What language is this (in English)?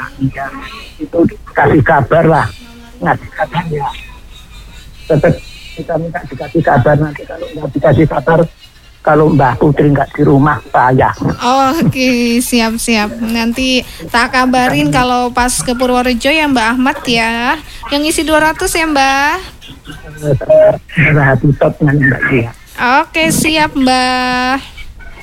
Indonesian